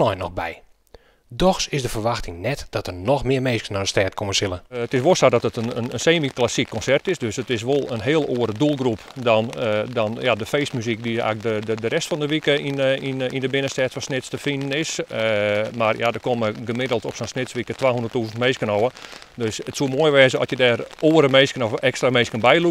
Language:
Western Frisian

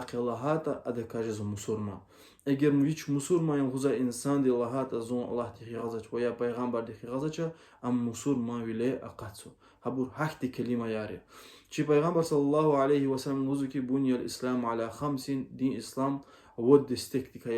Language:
Lezghian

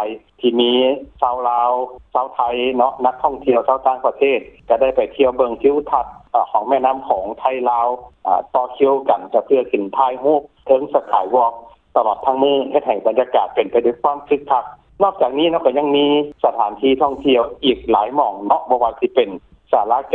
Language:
Lao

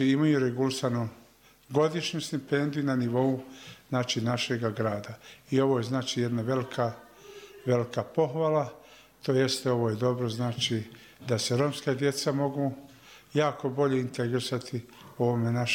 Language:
Bosnian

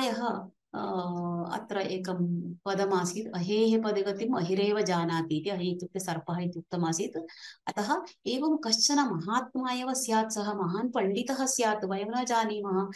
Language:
Sanskrit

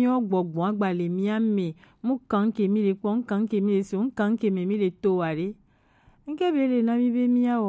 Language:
Gen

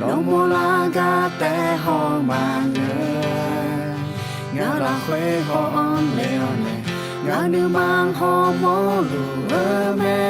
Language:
Akha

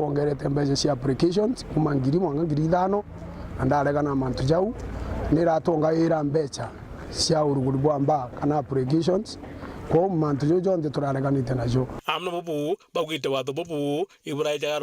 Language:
Meru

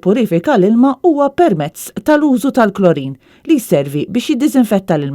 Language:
Maltese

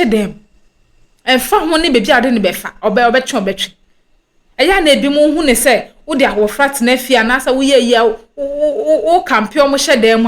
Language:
Akan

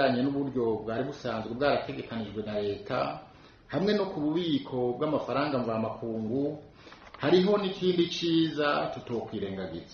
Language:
Rundi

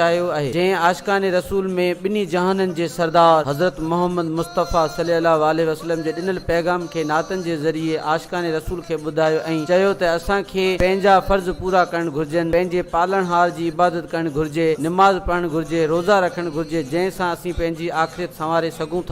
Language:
Sindhi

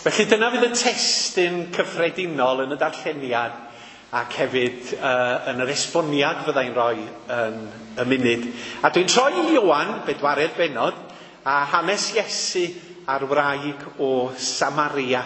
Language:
Welsh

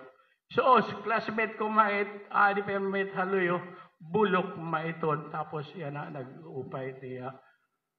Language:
Waray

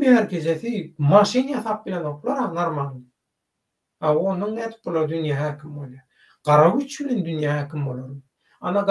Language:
Turkmen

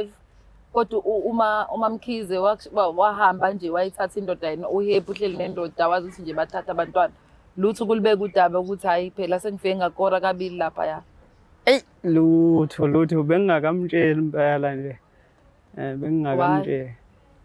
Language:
Zulu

